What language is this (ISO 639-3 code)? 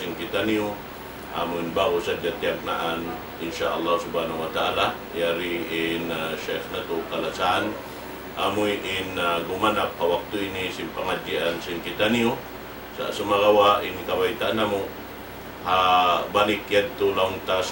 tsg